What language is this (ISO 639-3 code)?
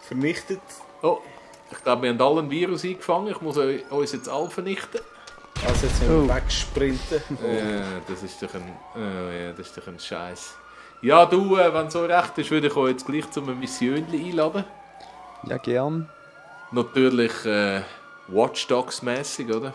gsw